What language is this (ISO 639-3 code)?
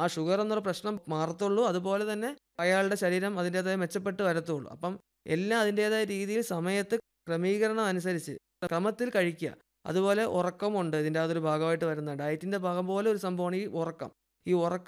mal